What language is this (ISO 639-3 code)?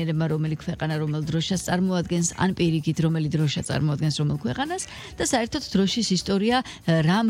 kat